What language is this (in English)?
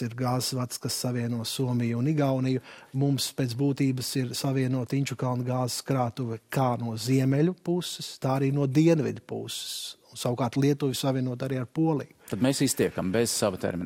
Latvian